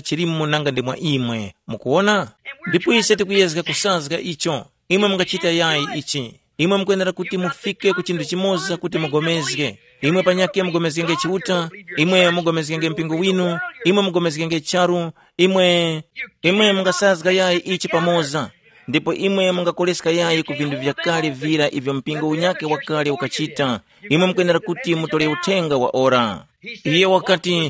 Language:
Tumbuka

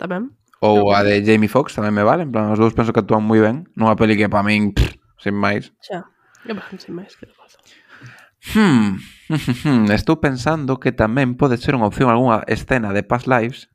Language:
Galician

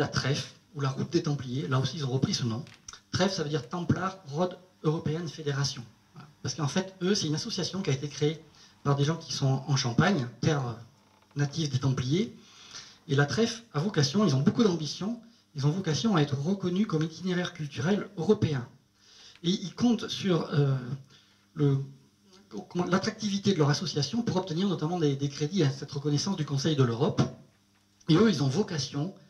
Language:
French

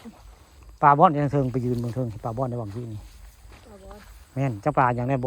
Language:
Northeastern Thai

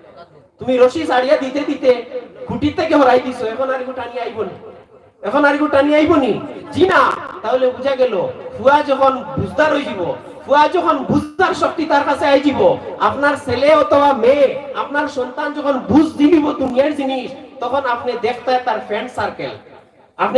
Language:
Sylheti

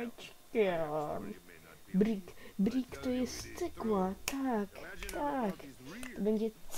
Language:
Polish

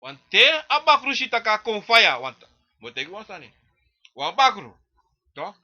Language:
Sranan Tongo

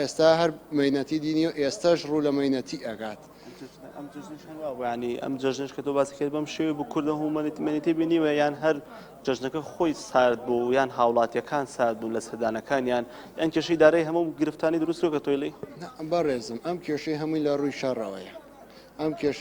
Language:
Central Kurdish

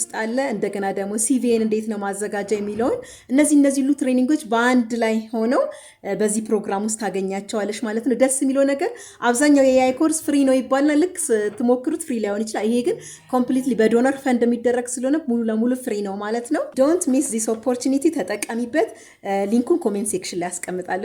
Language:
Amharic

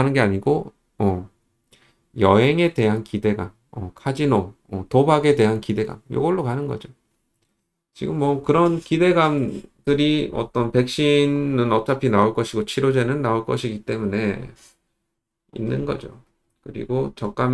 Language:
Korean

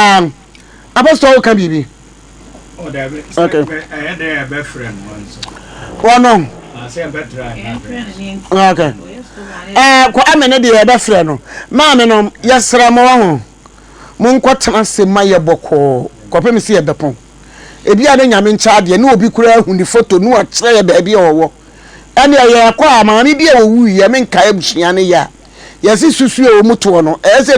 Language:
Akan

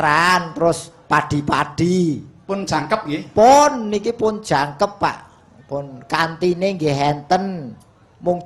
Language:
Javanese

